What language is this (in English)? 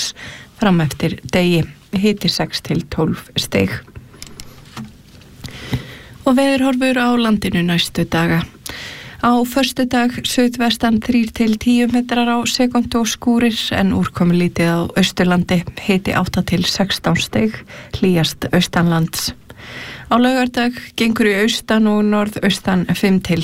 Icelandic